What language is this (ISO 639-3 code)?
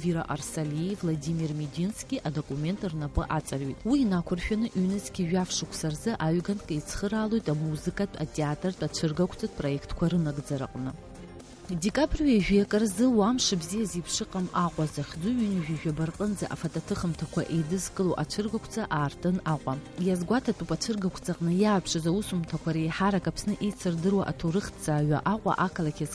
abk